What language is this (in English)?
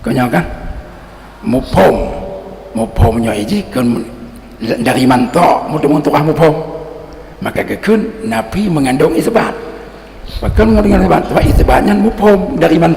Achinese